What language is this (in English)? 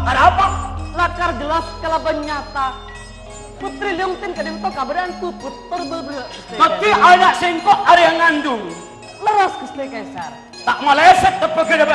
Madurese